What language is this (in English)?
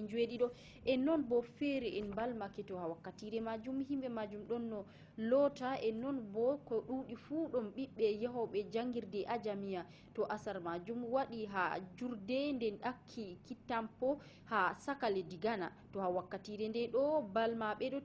Fula